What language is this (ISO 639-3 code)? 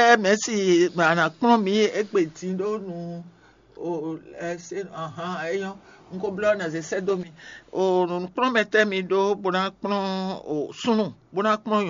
fon